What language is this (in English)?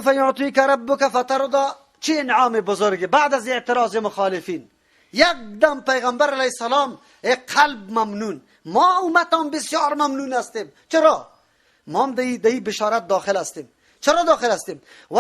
Persian